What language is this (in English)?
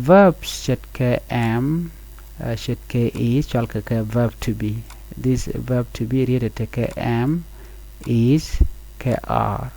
Nuer